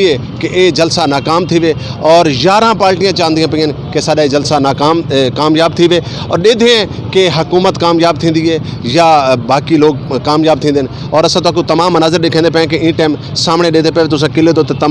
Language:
Saraiki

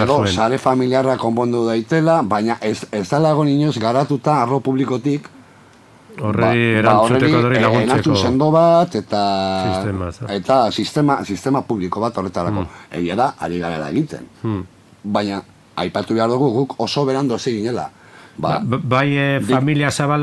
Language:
Basque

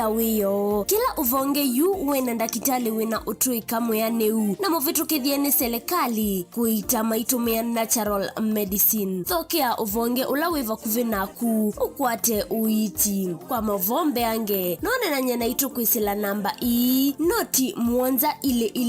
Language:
Kamba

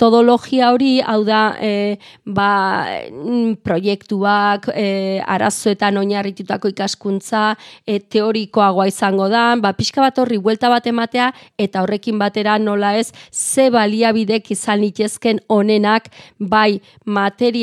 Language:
Basque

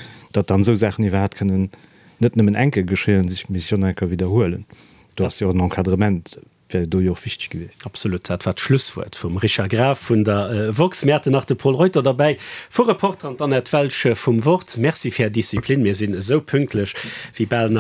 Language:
Luxembourgish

